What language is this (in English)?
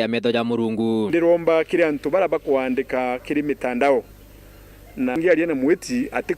Meru